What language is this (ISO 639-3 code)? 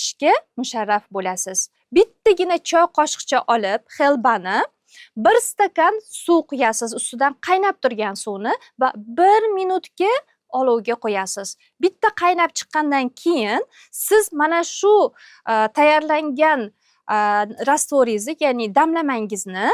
uzb